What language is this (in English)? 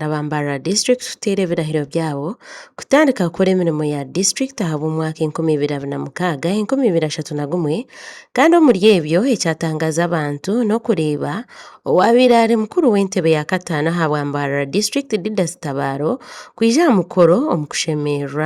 Nyankole